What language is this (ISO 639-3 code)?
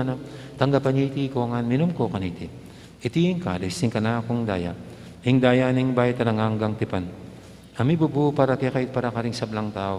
pam